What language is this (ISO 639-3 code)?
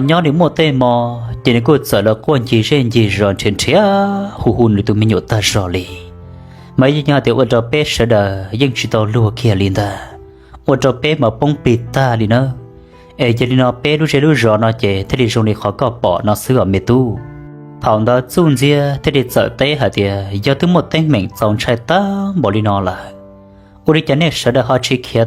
hmn